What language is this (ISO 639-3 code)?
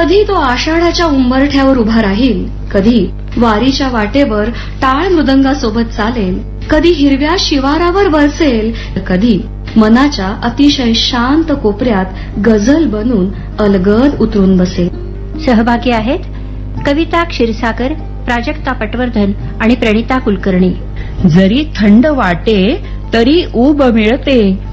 mar